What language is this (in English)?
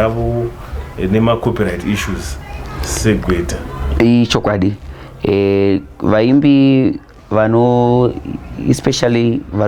Shona